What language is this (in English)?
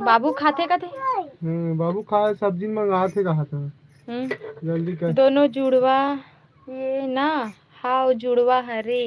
Chhattisgarhi